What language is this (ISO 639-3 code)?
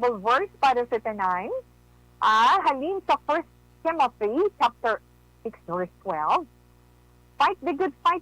hil